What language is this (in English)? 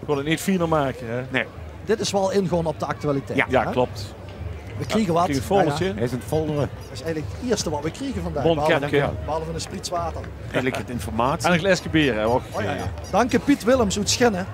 Limburgish